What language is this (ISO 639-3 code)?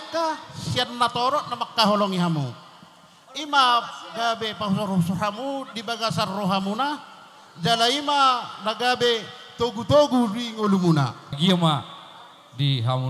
bbc